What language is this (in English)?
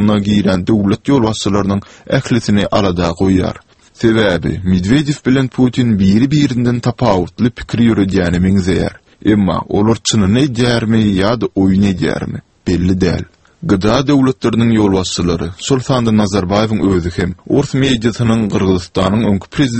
Turkmen